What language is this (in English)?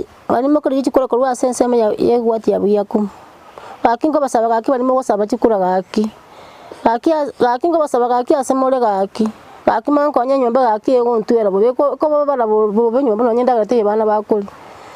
Gusii